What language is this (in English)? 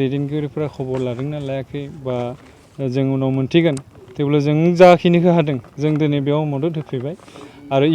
Bodo